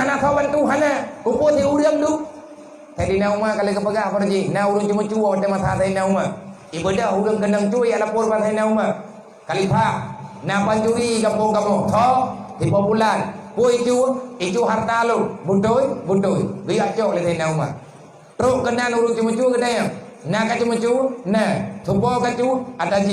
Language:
Achinese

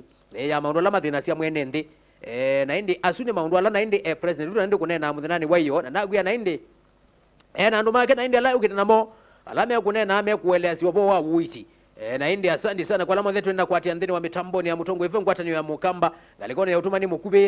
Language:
Kamba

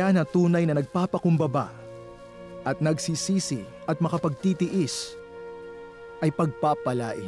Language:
Filipino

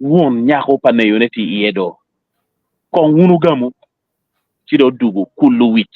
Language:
Acoli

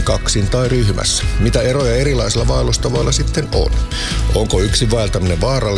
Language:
Finnish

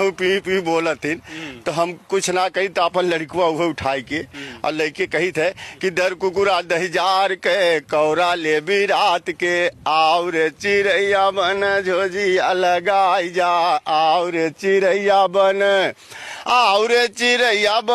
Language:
Bhojpuri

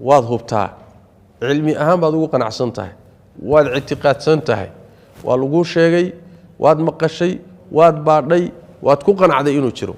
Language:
Somali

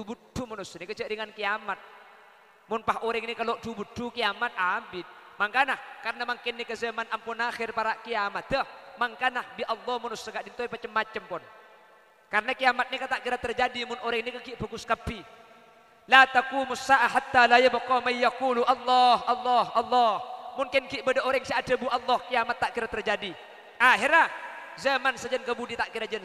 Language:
Madurese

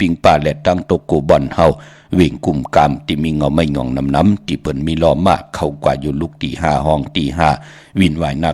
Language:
Shan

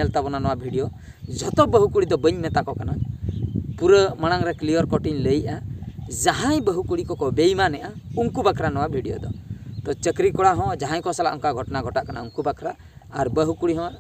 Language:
Santali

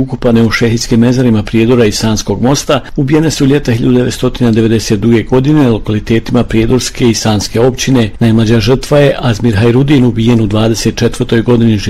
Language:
Bosnian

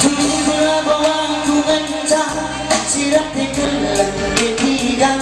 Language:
Batak Karo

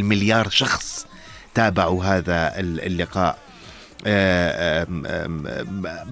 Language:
North Levantine Arabic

